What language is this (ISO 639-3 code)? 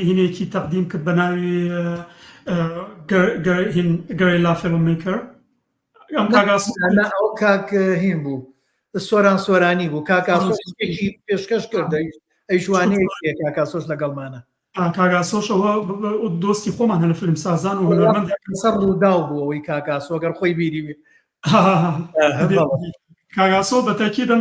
ckb